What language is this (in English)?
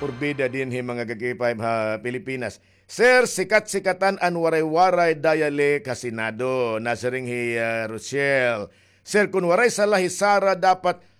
Waray